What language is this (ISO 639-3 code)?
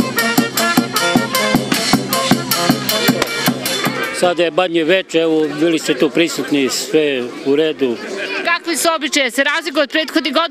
srp